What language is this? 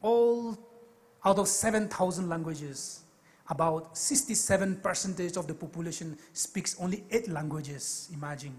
Poumei Naga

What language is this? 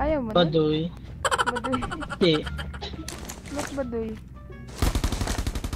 Filipino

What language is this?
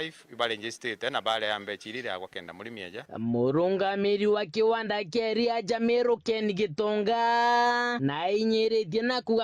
Meru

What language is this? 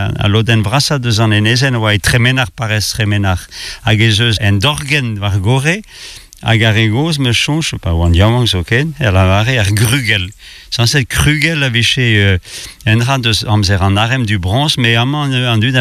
Breton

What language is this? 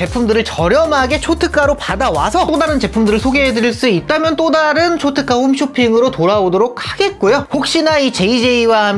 Korean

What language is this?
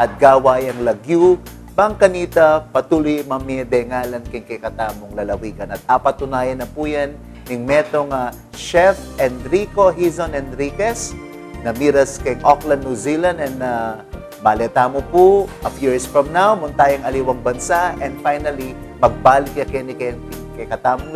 Pampanga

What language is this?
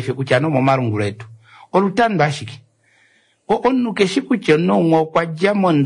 Kuanyama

